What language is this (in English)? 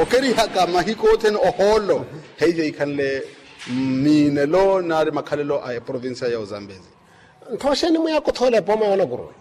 Makhuwa